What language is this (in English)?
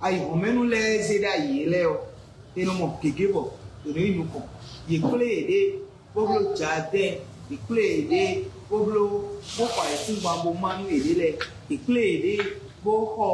Fon